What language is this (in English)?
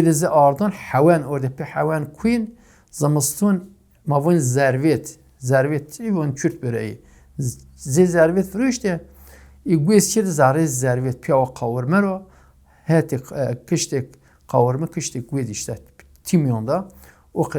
Zaza